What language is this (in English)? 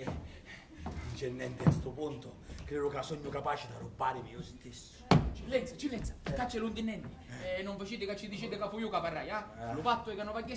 Sicilian